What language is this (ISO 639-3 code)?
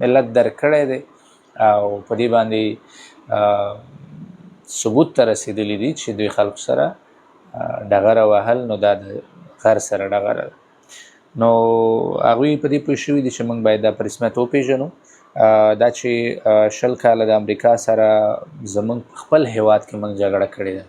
pus